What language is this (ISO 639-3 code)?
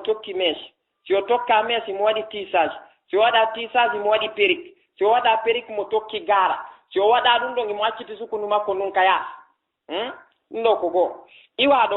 ful